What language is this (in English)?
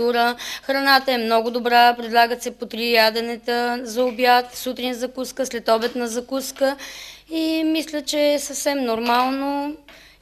Bulgarian